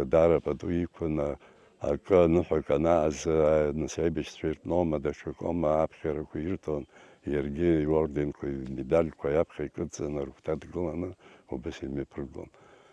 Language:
Abkhazian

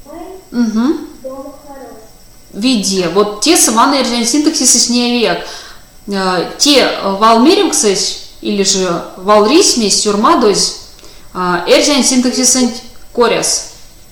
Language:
Erzya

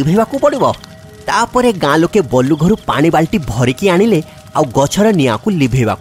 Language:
Odia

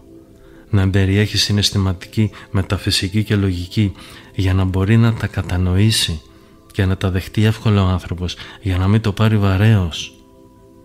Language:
Greek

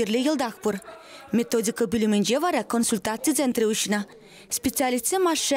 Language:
Chuvash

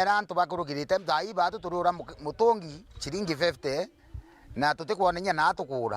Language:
Meru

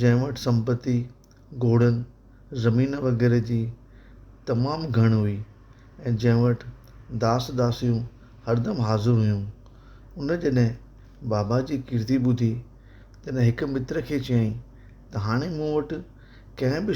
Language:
Sindhi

